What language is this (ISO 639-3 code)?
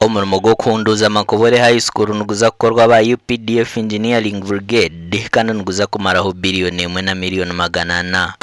nyn